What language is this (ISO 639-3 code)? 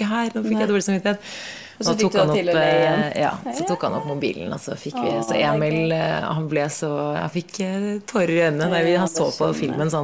nor